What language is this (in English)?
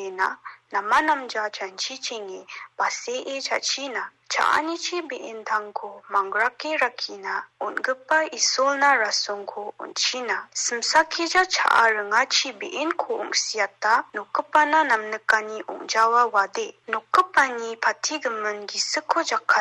Garo